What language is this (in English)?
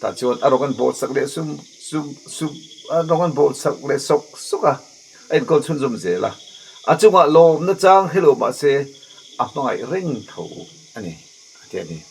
Mizo